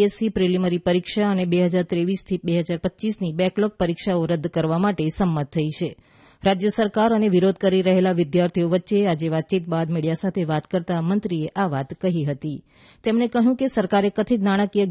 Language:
Gujarati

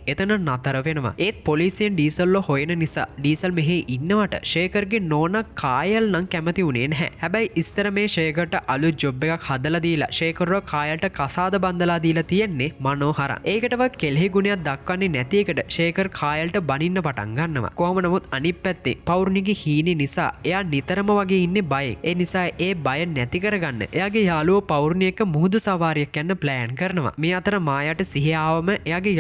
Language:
Sinhala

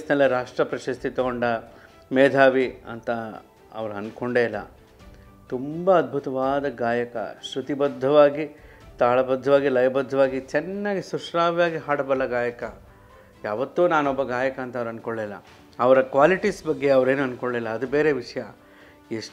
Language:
Kannada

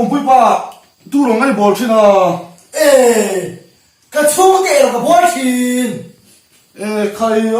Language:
Mizo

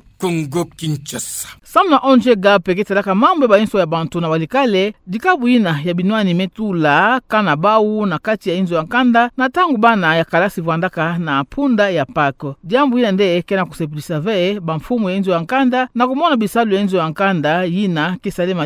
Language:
Kituba (Democratic Republic of Congo)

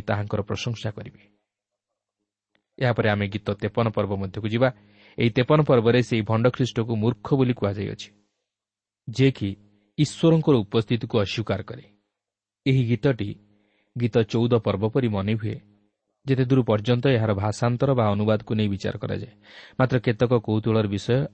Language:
Odia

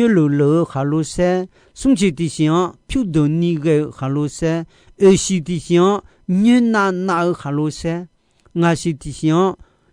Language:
Akha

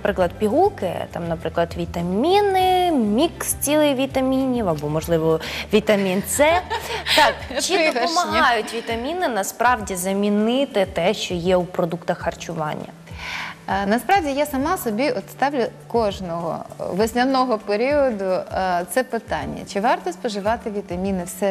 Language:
Ukrainian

